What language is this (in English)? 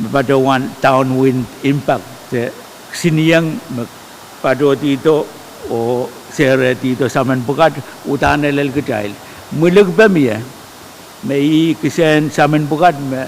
Pohnpeian